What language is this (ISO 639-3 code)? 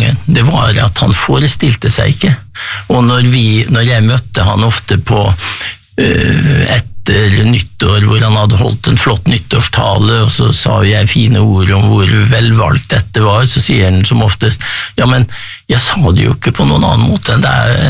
nor